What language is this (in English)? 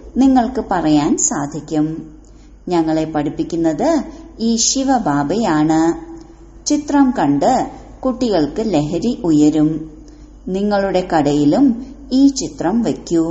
Malayalam